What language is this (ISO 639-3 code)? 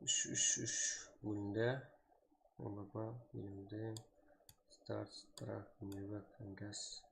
kaa